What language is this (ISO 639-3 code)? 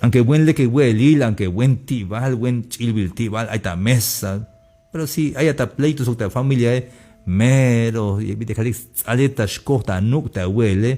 tzh